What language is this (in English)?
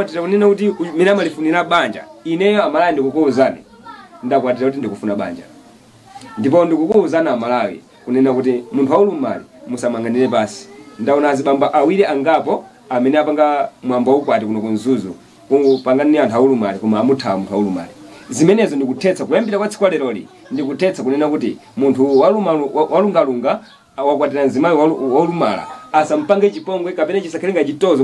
Nyanja